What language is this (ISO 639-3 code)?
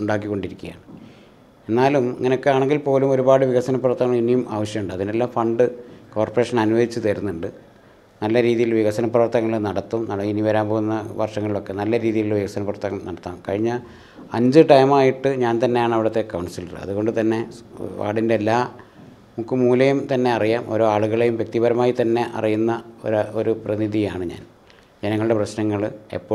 mal